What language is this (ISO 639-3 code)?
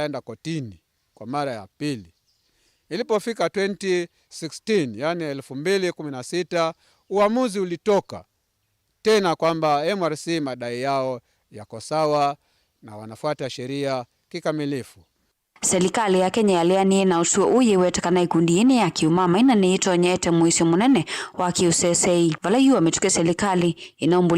kam